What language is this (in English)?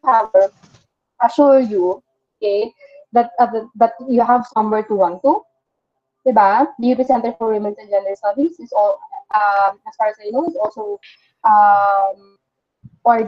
Filipino